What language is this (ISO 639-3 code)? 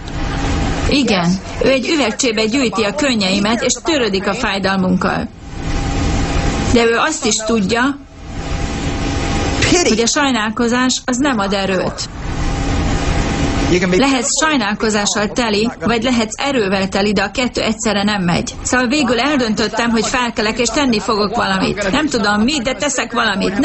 hun